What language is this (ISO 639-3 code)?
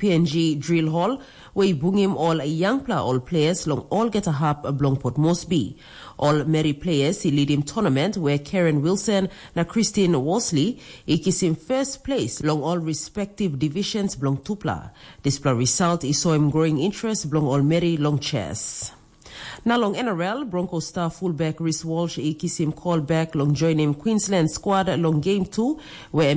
tpi